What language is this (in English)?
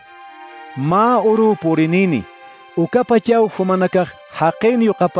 Aymara